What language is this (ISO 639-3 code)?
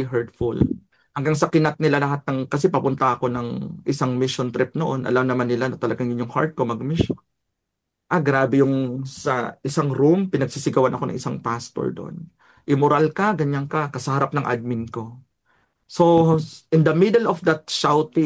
fil